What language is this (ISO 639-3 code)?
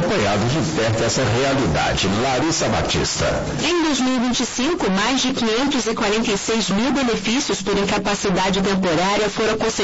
por